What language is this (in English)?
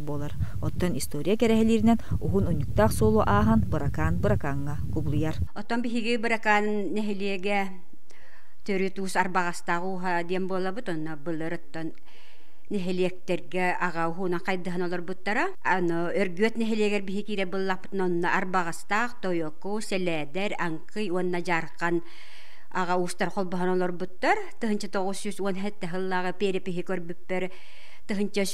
Yakut